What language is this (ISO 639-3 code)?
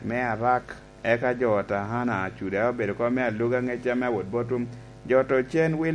laj